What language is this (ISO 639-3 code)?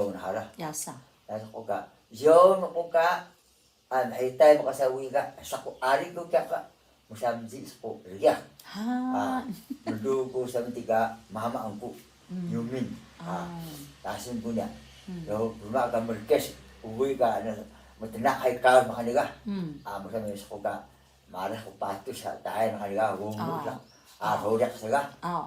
tay